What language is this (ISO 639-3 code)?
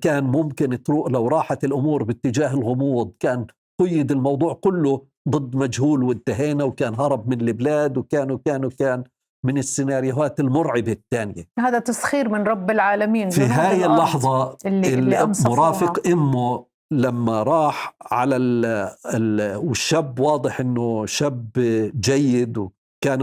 apc